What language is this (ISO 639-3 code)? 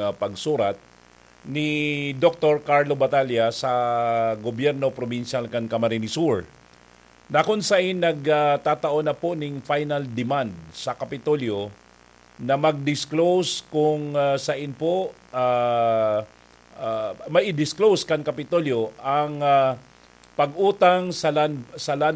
bik